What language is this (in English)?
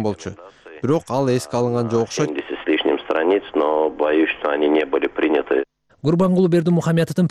Kyrgyz